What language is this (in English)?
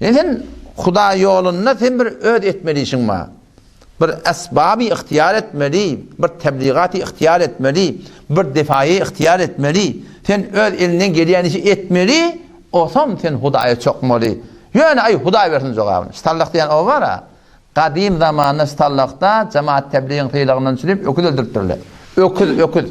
Turkmen